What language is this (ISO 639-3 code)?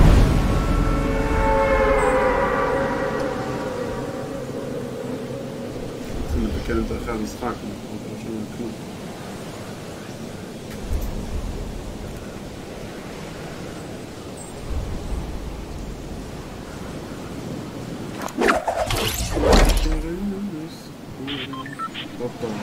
heb